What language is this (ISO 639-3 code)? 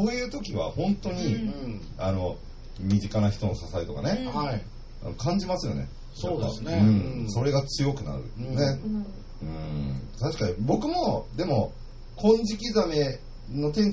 jpn